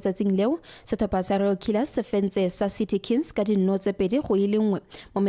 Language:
Tswana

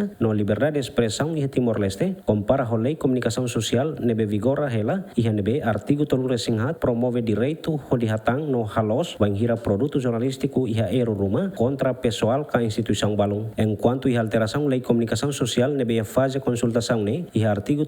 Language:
Tetum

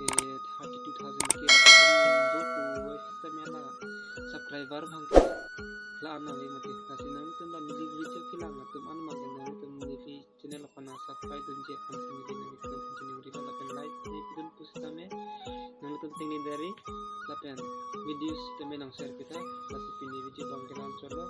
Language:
Karbi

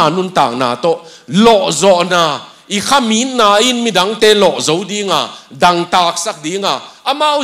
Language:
Tedim Chin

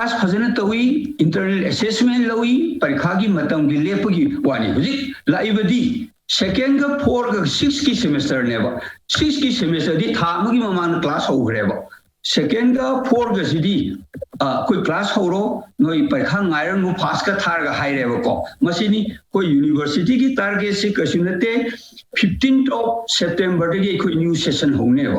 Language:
Manipuri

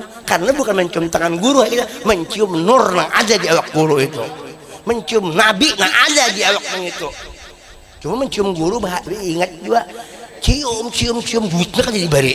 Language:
Banjar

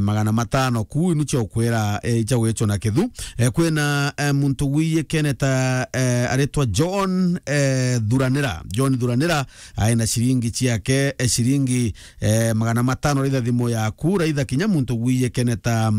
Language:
Meru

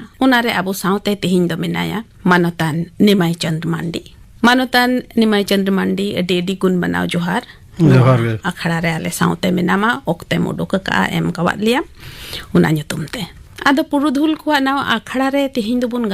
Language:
Santali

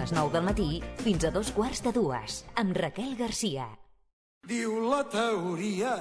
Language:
Catalan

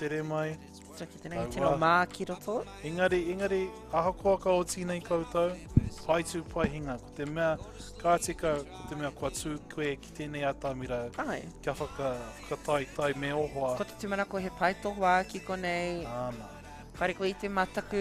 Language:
Māori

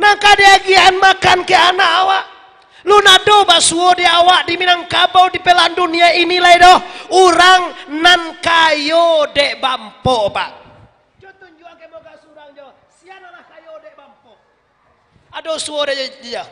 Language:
Minangkabau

